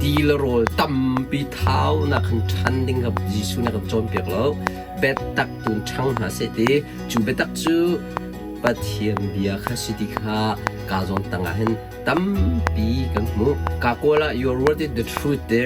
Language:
Hakha Chin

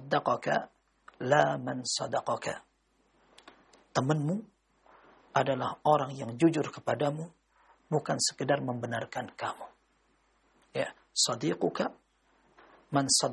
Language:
Indonesian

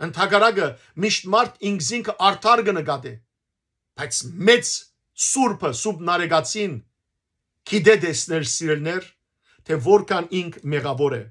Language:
Western Armenian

